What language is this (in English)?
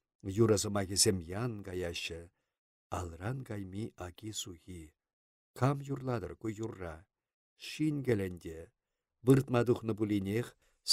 Chuvash